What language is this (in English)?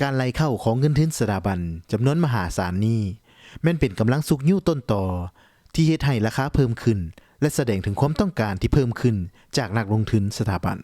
Lao